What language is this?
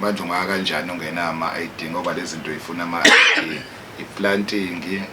Zulu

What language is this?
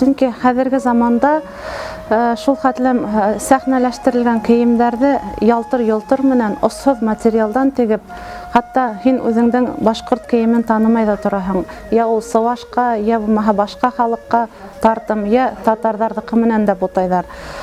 Bashkir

